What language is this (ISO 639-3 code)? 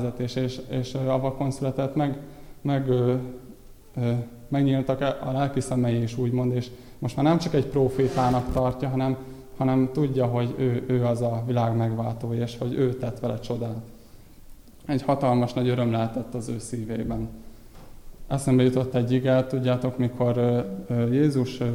hun